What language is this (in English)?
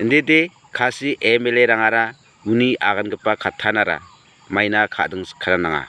Garo